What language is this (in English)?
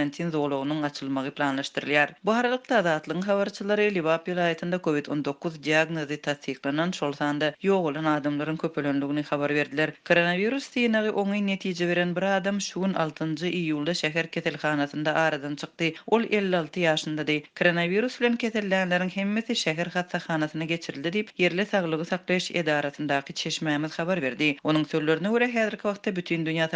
Turkmen